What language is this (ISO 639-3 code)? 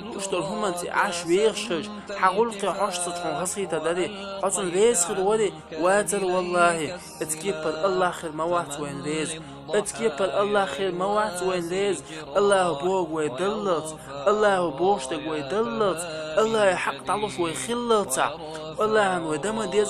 che